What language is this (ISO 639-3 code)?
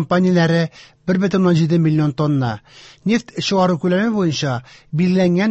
tat